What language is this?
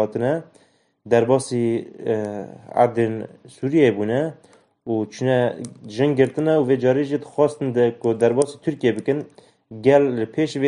Kurdish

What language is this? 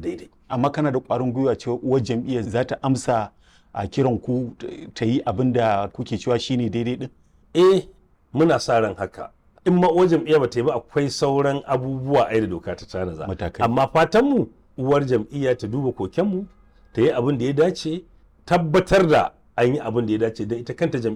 Hausa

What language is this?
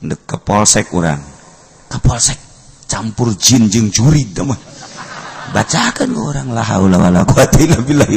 Sundanese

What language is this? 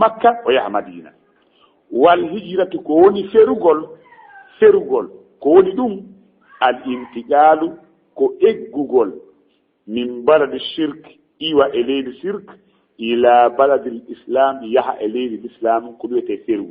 Fula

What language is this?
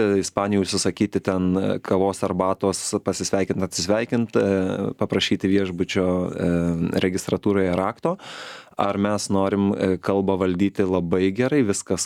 Lithuanian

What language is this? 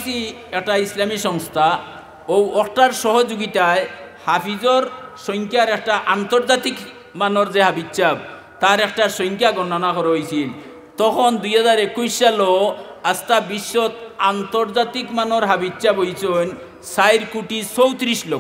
Sylheti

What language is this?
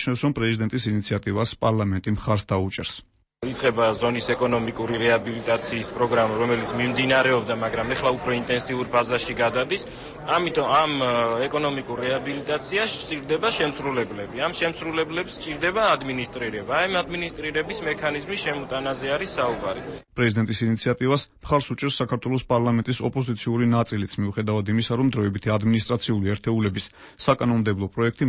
Georgian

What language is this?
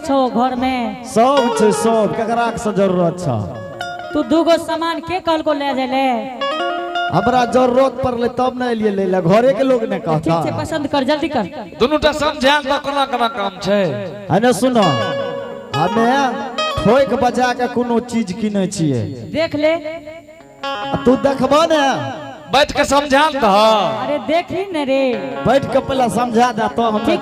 Angika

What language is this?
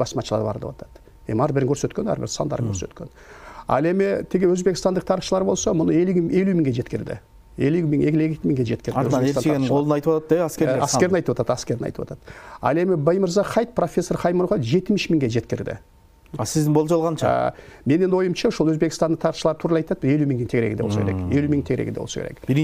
Kyrgyz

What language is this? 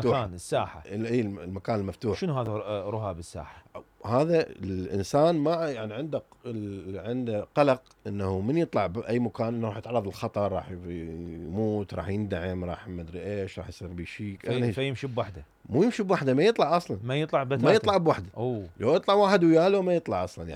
Mesopotamian Arabic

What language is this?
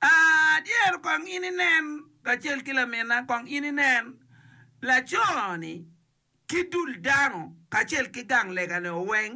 Acoli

